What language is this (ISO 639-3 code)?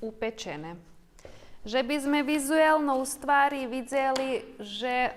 rue